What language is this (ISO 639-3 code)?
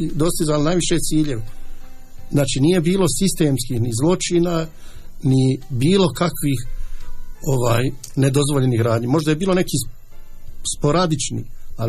bos